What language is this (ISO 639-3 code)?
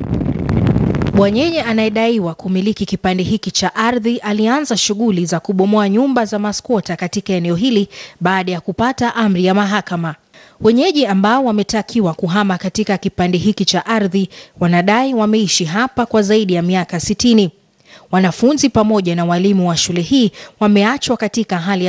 swa